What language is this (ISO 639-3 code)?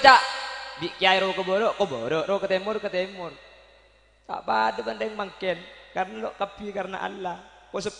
mad